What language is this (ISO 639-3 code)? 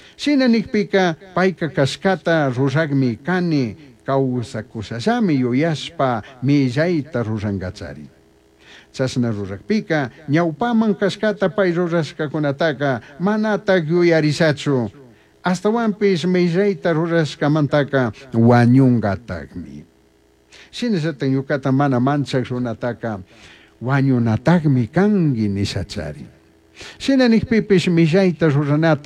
qug